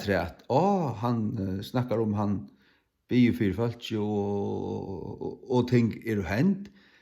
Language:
Faroese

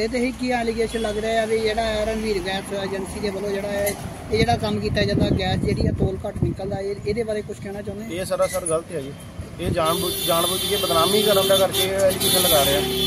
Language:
Punjabi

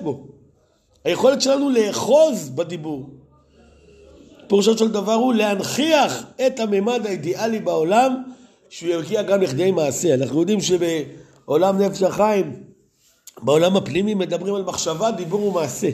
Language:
Hebrew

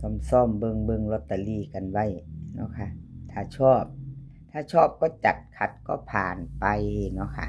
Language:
Northeastern Thai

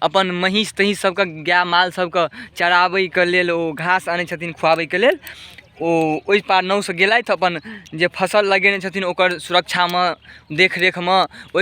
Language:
Maithili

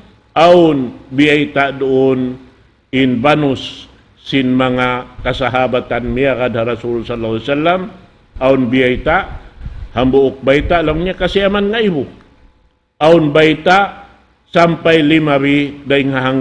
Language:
Tausug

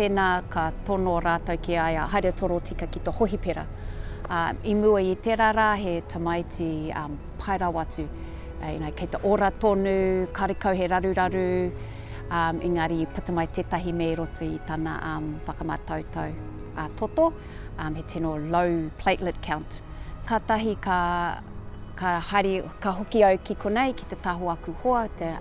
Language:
Māori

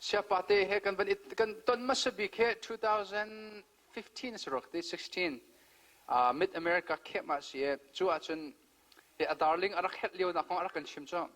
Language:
Hakha Chin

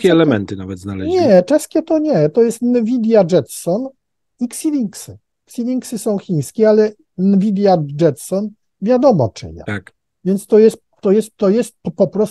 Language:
Polish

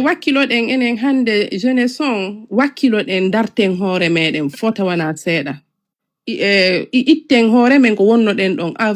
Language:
Fula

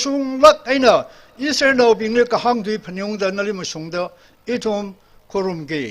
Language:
Tangkhul Naga (India)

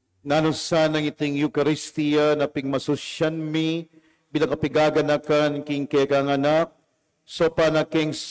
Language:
Pampanga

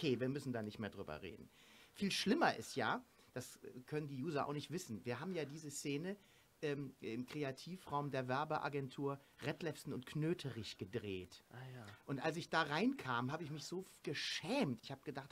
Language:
German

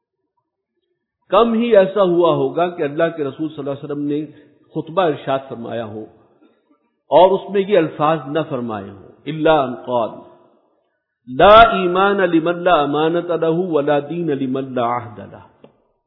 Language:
Urdu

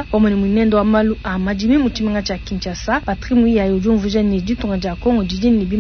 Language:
Luba-Lulua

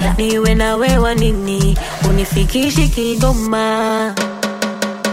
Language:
Swahili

